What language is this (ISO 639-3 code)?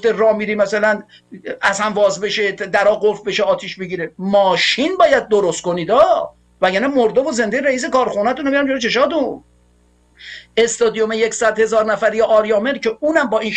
fas